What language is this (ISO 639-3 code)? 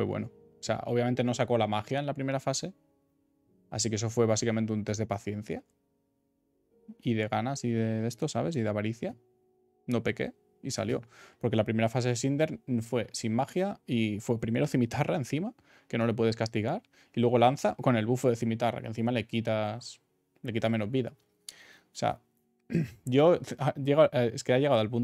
spa